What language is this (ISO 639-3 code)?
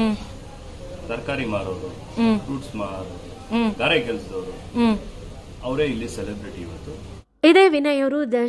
kan